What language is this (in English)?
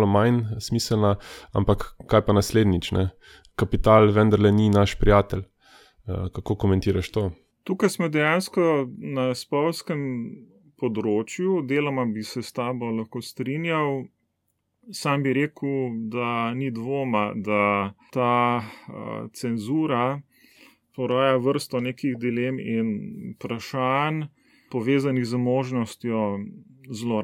Slovenian